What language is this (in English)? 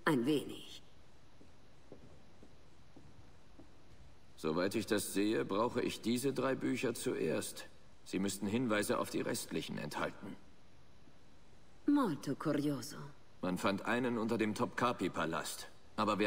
German